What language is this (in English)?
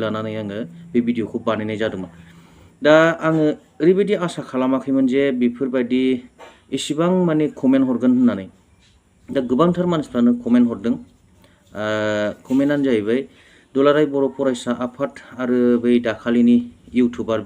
Bodo